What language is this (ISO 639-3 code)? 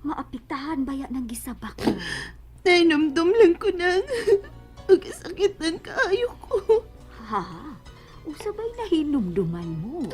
ceb